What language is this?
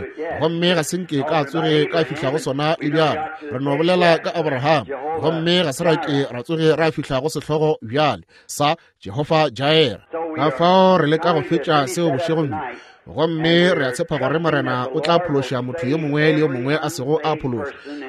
Northern Sotho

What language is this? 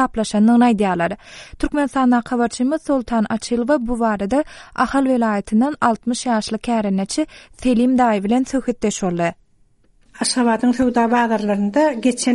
Turkmen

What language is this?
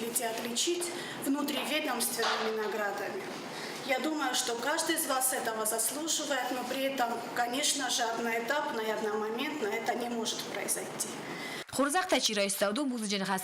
Ossetic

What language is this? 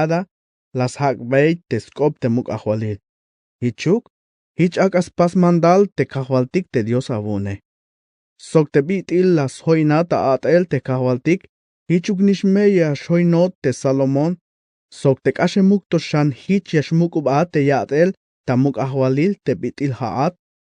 Tzeltal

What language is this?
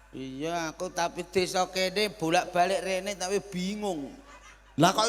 Javanese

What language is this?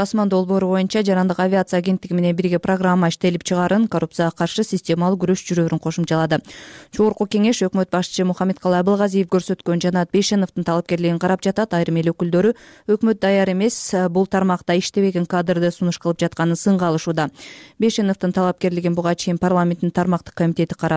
Kyrgyz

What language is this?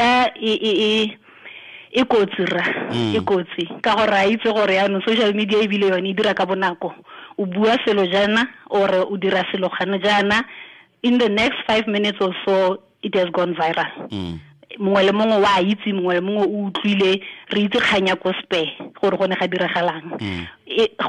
Tswana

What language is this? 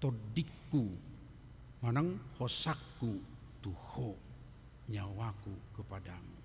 Batak Toba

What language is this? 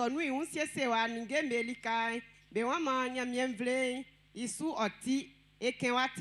Baoulé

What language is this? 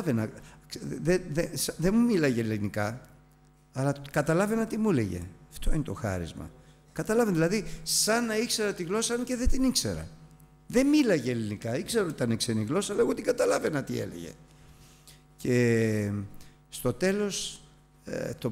Greek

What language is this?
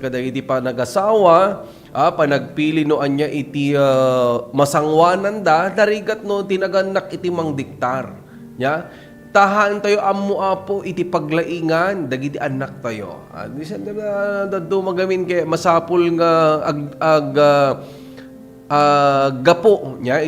Iloko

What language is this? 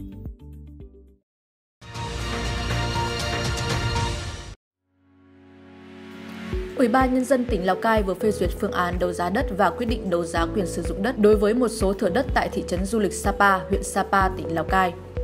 Vietnamese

